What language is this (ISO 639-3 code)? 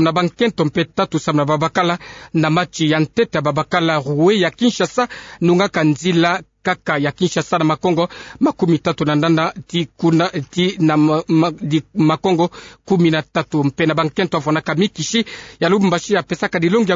ktu